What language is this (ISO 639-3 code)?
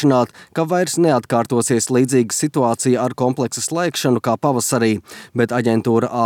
lav